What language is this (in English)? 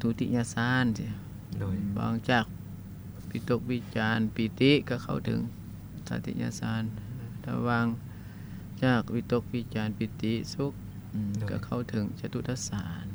Lao